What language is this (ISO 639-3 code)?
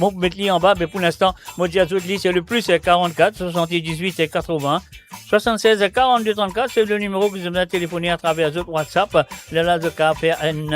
mfe